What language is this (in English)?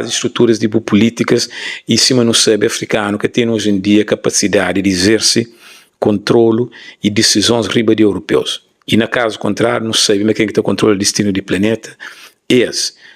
Kabuverdianu